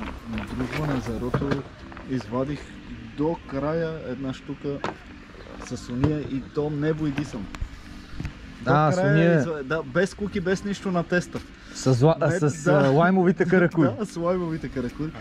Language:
Bulgarian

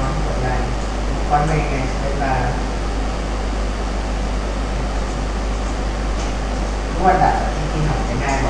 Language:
Thai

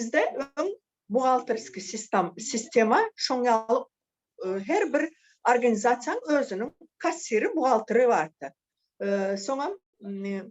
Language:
Turkmen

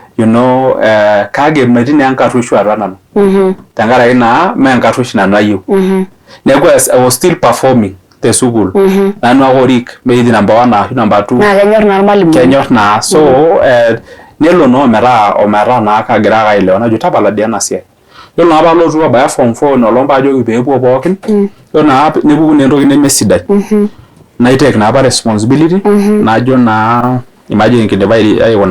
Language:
Masai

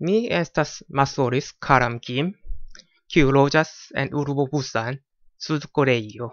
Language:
Esperanto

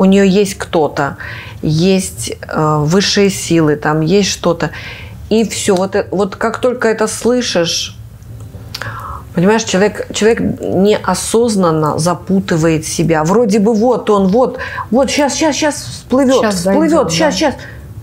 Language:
Russian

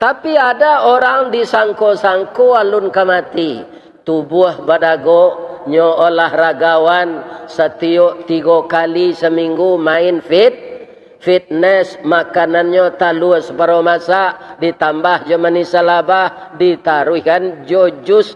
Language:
Minangkabau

